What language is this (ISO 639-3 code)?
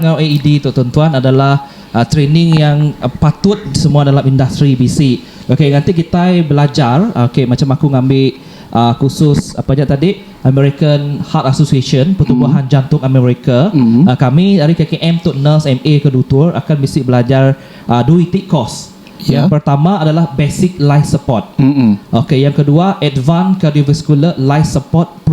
iba